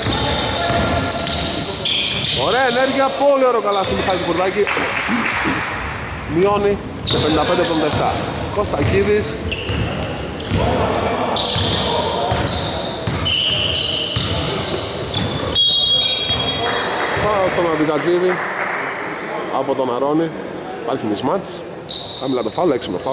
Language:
Greek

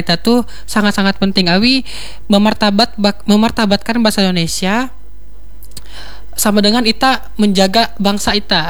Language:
Indonesian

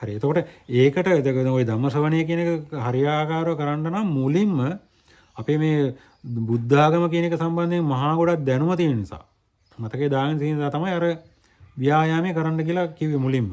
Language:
Sinhala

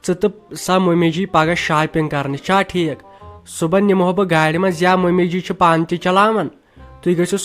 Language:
Kashmiri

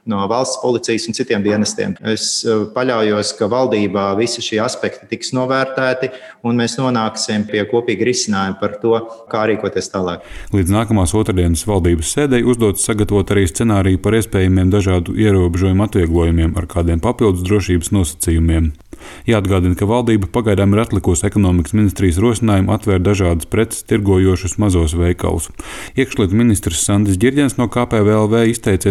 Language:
Latvian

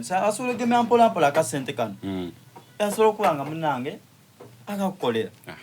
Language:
Soga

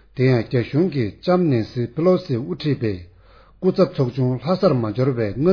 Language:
Tibetan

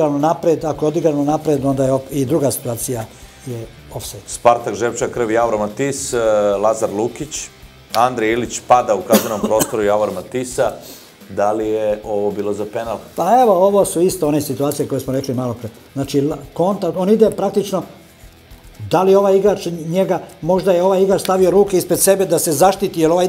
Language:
Serbian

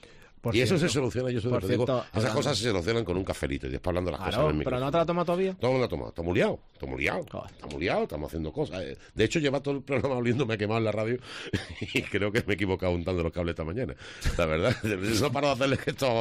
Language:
Spanish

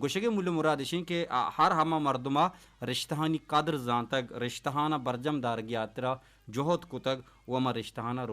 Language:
Baluchi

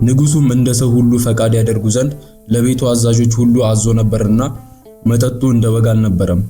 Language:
Amharic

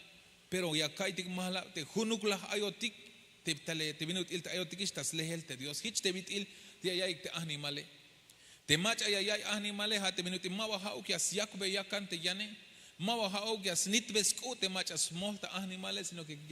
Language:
Tzeltal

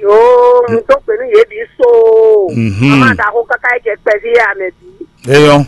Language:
Fon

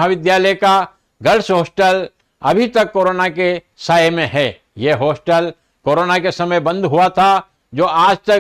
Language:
Hindi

